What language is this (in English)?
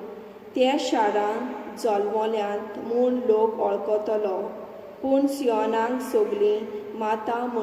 Konkani